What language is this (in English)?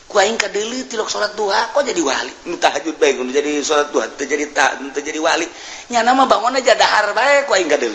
Sundanese